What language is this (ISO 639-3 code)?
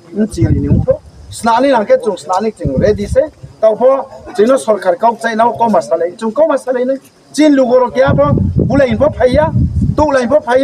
ria